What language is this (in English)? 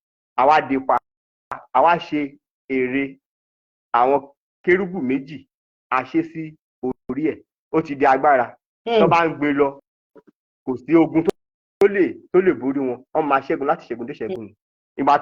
Yoruba